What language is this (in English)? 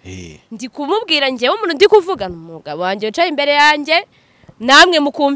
Kinyarwanda